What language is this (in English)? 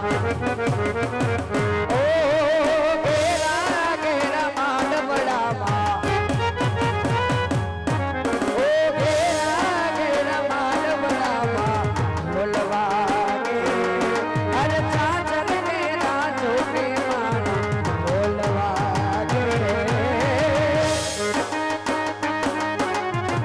Gujarati